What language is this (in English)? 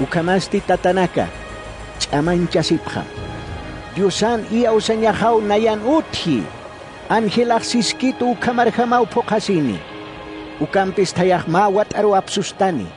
Aymara